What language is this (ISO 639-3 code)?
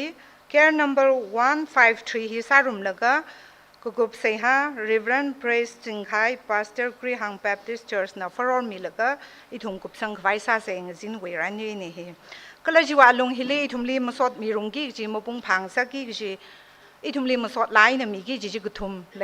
nmf